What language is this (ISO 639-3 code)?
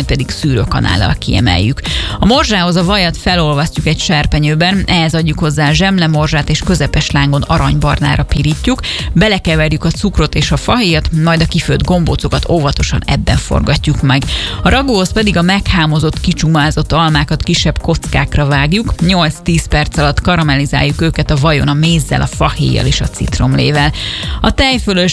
hun